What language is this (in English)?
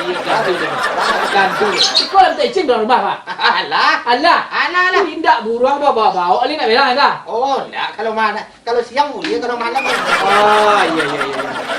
Minangkabau